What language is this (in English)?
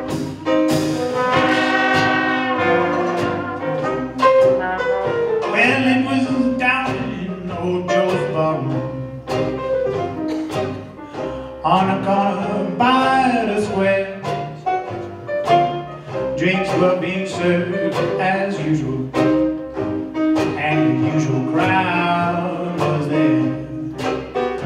English